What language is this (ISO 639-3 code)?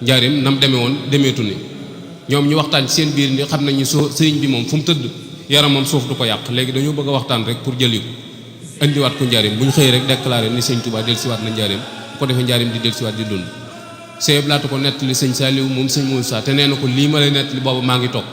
wol